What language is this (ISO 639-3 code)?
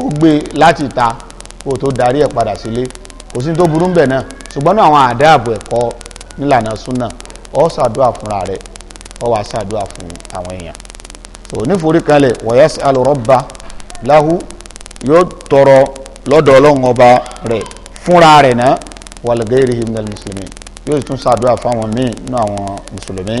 yor